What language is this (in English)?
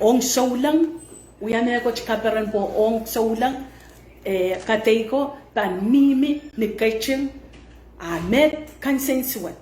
Pohnpeian